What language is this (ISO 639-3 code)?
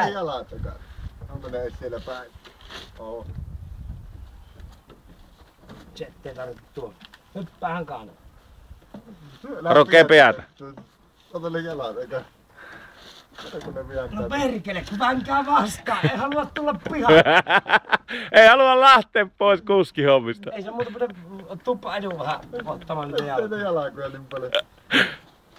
fin